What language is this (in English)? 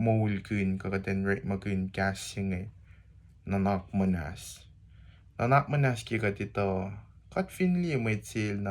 Kosraean